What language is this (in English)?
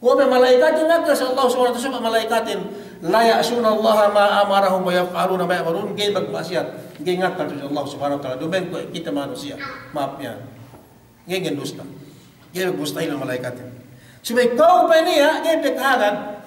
Yakan